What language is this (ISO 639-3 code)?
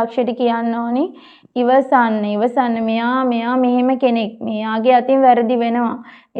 sin